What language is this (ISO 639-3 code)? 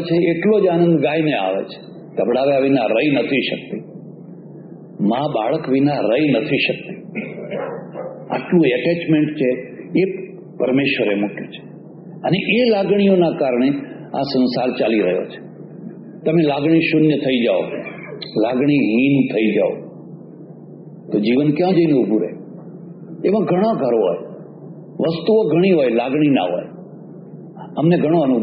guj